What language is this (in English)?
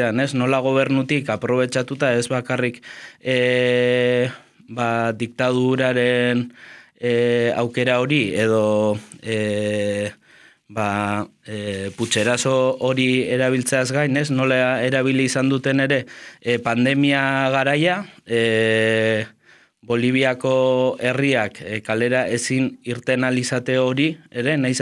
Basque